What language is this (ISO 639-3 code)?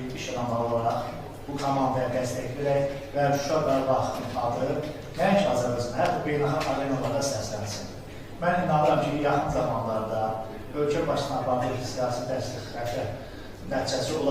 aze